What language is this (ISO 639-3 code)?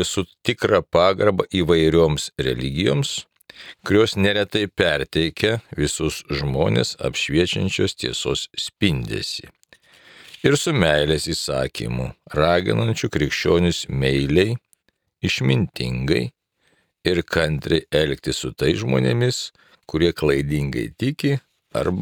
lit